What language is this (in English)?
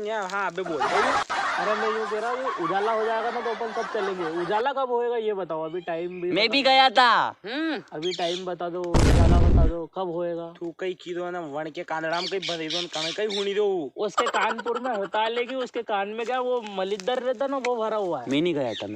Rajasthani